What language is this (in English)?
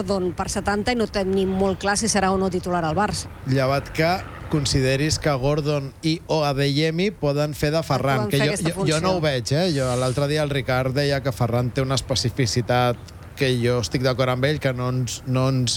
Catalan